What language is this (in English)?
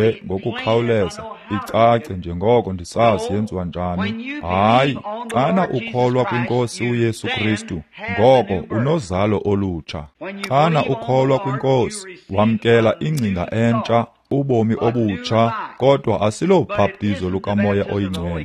Xhosa